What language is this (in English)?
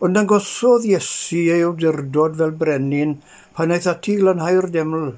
Welsh